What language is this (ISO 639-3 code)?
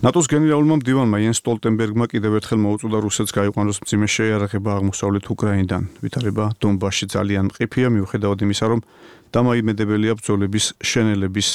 kat